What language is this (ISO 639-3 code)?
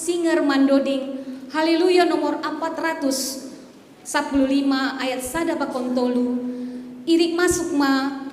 bts